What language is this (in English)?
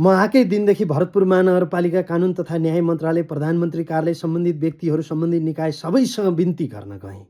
Nepali